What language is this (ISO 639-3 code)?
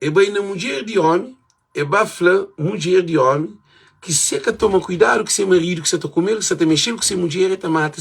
kea